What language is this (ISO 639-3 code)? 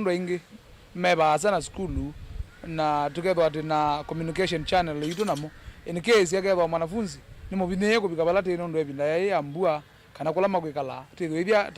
kam